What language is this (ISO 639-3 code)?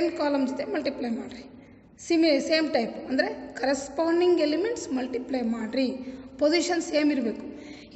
kan